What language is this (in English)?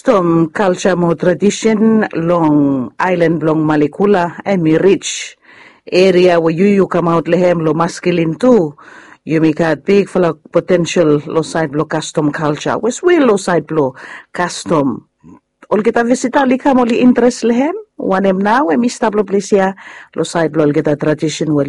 Bislama